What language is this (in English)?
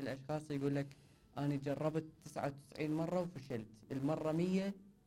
Mesopotamian Arabic